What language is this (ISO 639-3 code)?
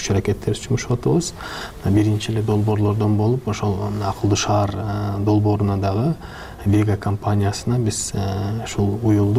kir